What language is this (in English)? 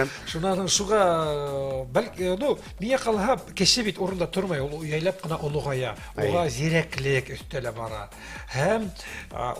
Bashkir